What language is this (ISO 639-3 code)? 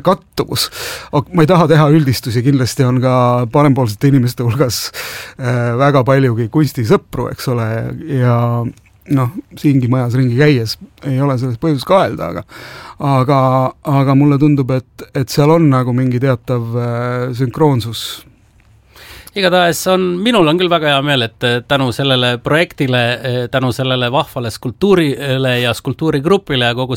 est